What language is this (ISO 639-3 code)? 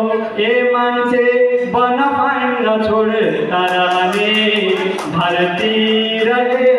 nep